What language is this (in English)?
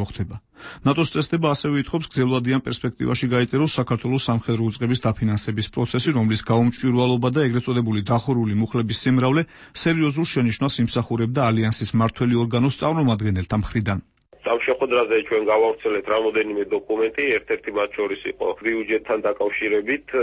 Georgian